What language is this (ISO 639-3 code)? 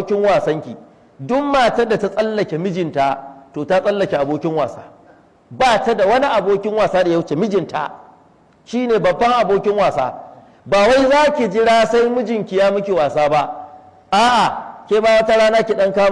hau